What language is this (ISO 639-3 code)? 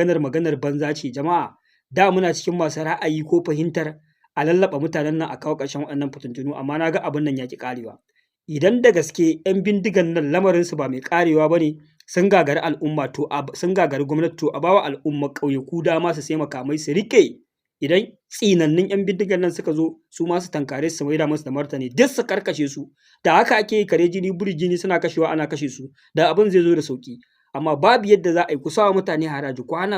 hau